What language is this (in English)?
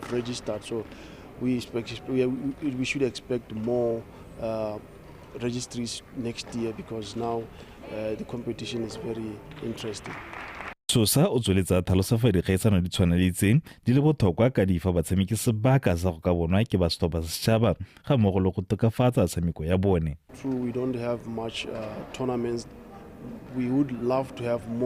Tswana